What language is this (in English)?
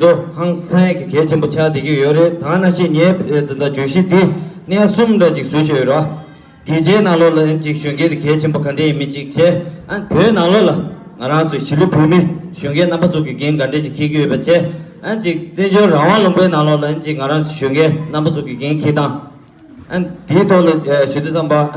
Tibetan